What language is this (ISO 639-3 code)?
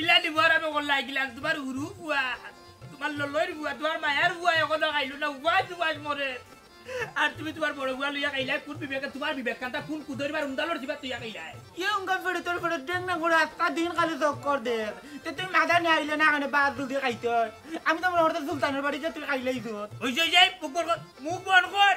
syl